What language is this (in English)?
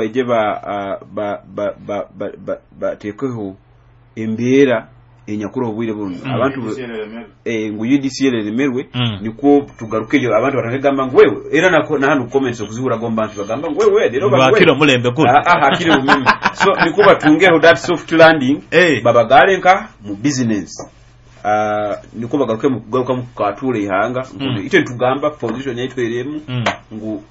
Nyoro